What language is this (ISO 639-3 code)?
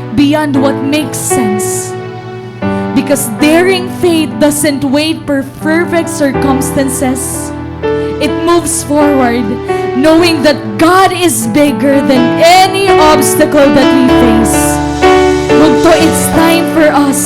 war